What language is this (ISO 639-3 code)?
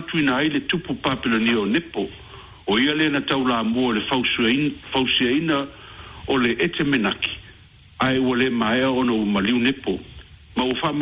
smo